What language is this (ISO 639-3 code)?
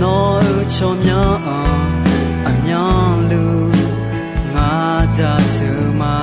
ahk